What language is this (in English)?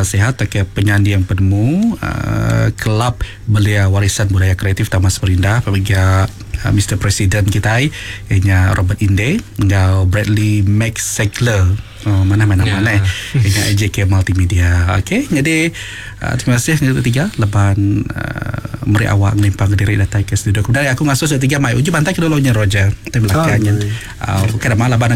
Iban